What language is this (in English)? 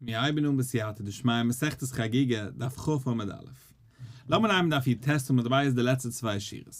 Yiddish